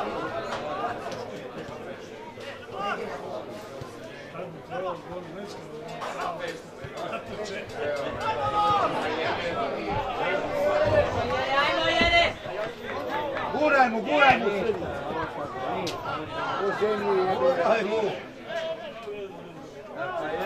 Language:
Croatian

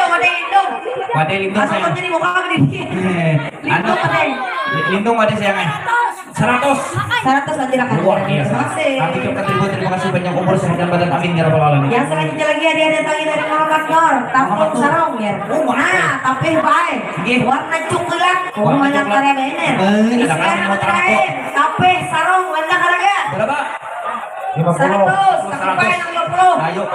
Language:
Banjar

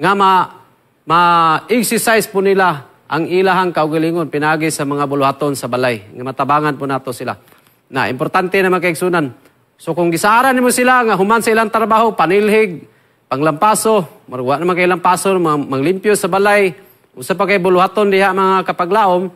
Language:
Cebuano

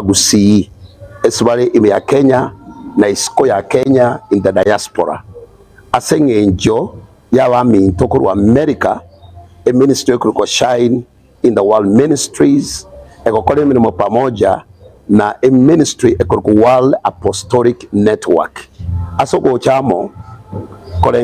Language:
Gusii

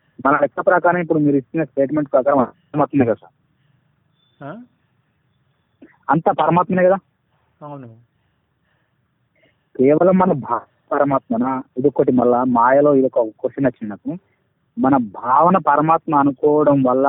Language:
Telugu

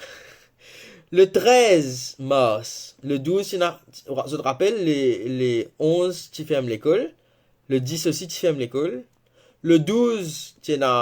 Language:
Morisyen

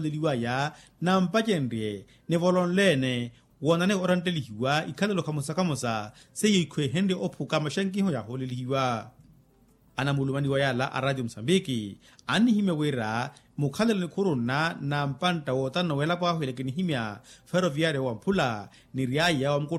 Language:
Makhuwa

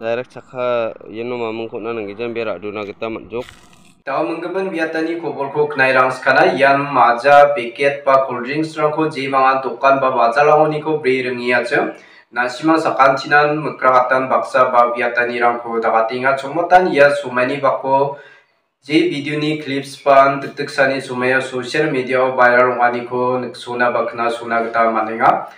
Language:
Garo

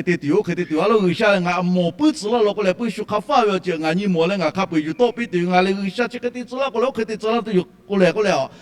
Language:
Lahu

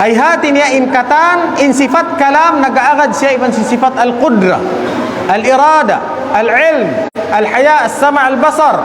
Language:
Tausug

